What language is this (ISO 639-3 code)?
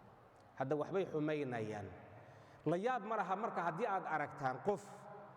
som